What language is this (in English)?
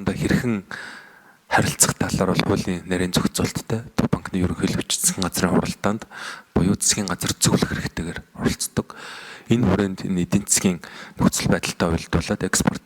Mongolian